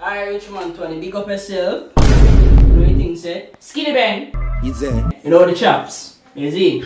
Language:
Jamaican Creole English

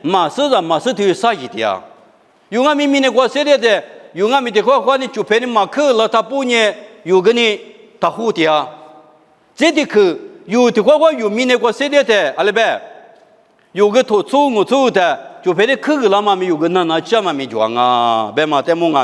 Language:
Lisu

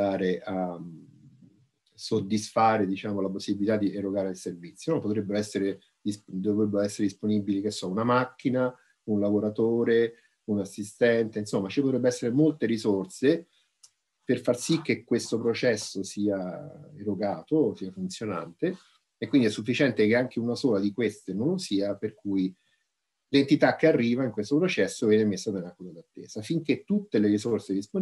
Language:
Italian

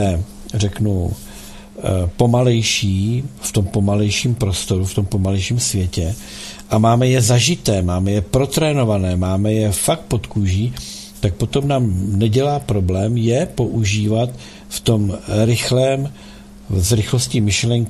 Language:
Czech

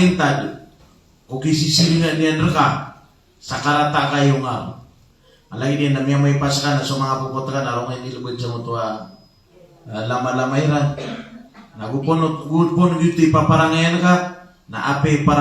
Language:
Maranao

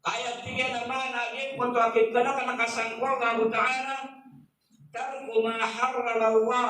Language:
Maranao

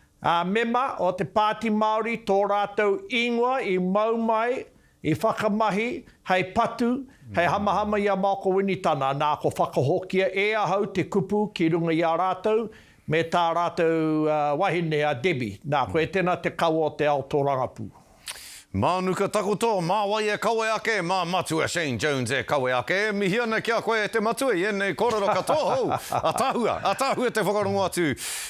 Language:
Māori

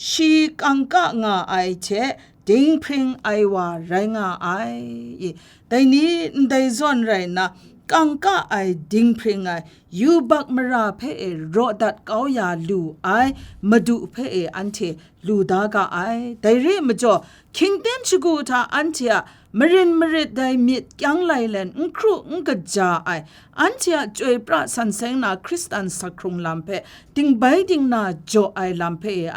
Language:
Kachin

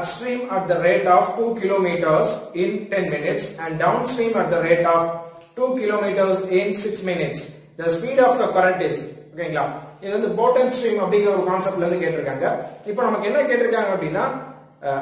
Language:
Tamil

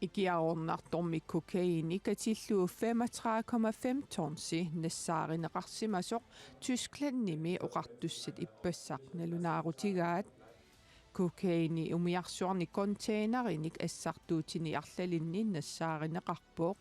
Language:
Kalaallisut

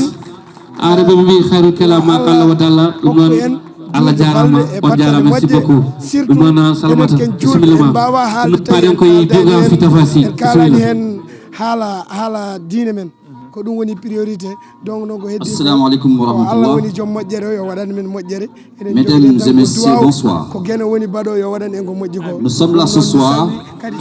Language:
Fula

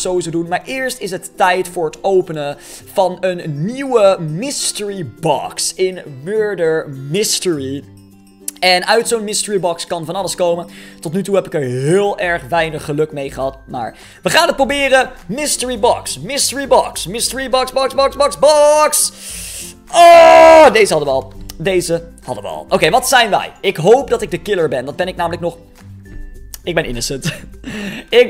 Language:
Dutch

